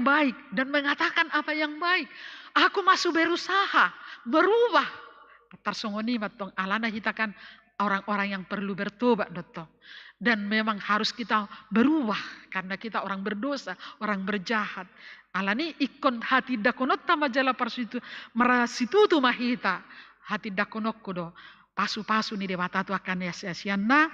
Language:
Batak Toba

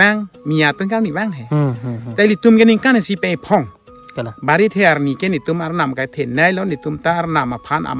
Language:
Karbi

